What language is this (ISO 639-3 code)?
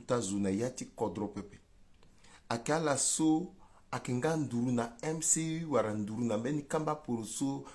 sag